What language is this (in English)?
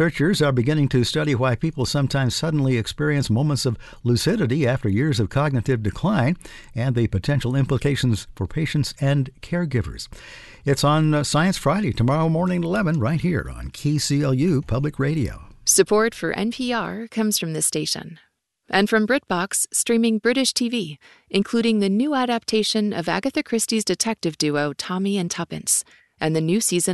English